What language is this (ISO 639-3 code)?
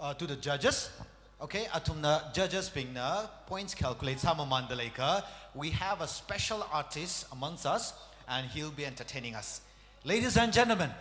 nmf